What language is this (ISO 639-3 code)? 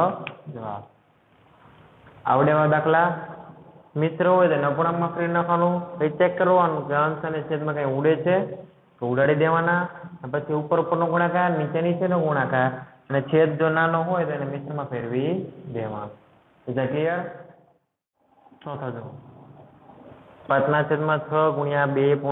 guj